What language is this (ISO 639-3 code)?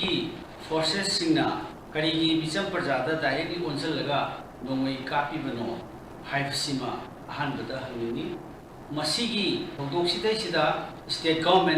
mni